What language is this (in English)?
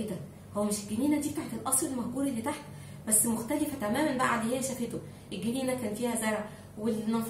Egyptian Arabic